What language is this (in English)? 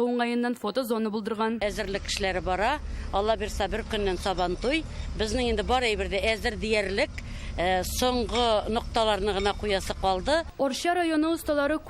Tatar